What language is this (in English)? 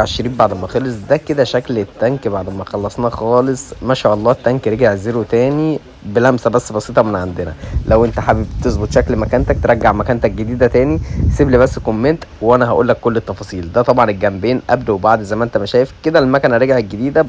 Egyptian Arabic